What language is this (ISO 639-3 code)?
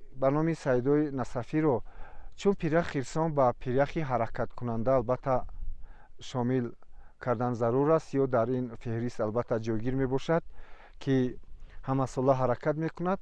tgk